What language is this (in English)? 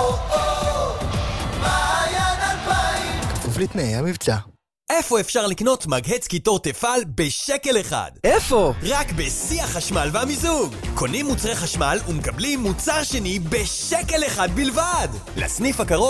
Hebrew